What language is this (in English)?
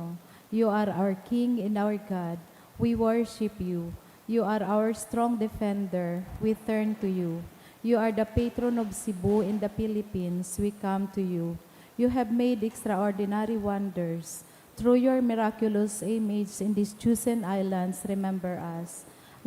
Bikol